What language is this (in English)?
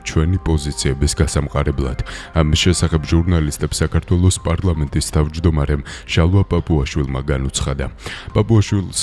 Georgian